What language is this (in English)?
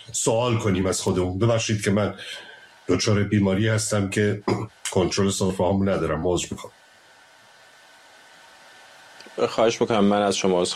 Persian